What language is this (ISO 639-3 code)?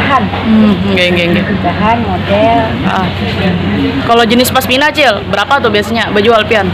bjn